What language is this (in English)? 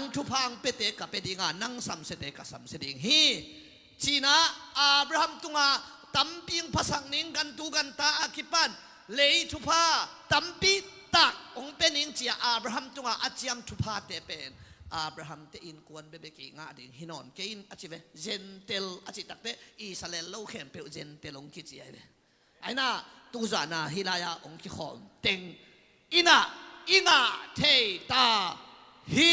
Tedim Chin